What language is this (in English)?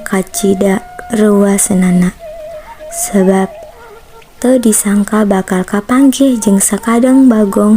Sundanese